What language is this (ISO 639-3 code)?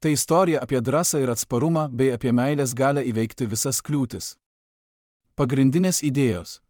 lit